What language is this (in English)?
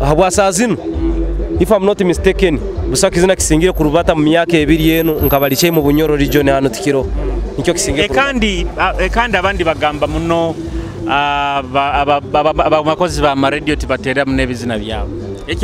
Nyoro